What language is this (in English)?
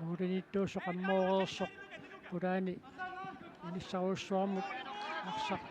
Kalaallisut